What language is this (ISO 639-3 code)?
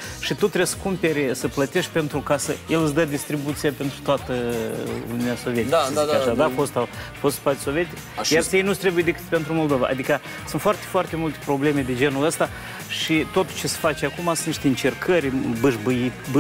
ron